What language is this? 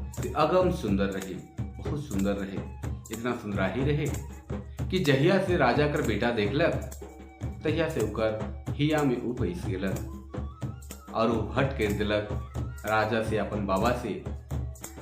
Sadri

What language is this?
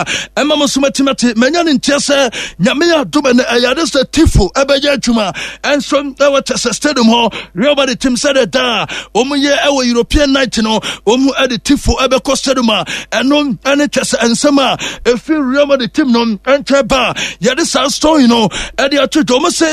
Akan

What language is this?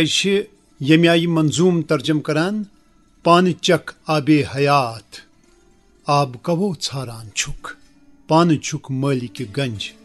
Kashmiri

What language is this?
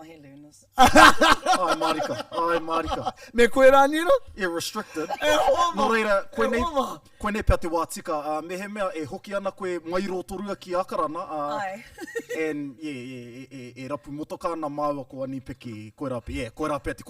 Māori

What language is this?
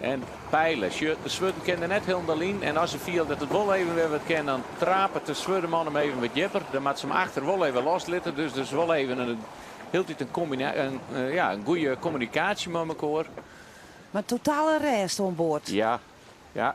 Western Frisian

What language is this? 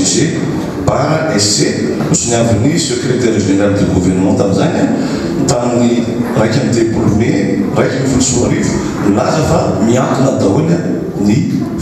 Malagasy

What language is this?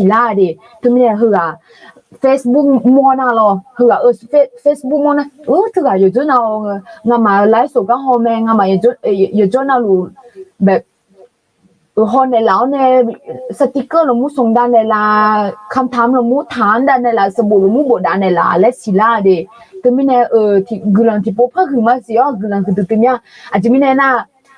Akha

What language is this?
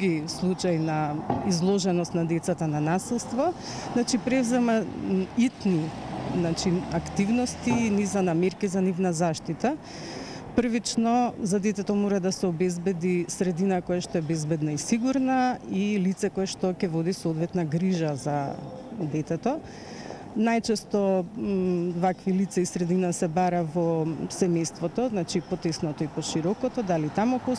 Macedonian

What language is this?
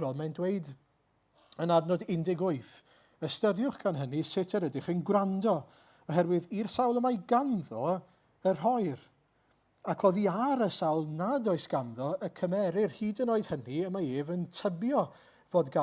Welsh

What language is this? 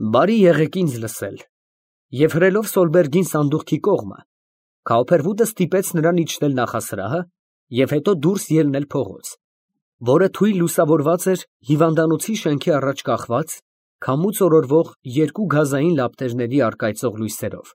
Armenian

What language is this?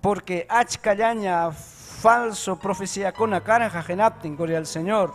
Ayacucho Quechua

